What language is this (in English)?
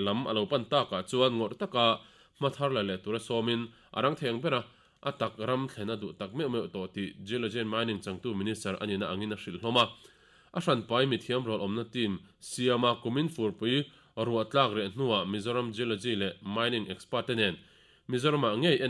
Mizo